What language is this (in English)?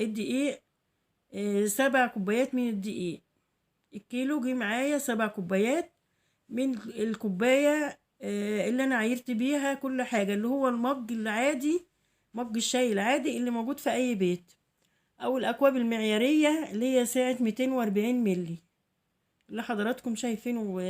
Egyptian Arabic